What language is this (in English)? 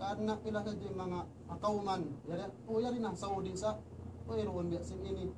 Tausug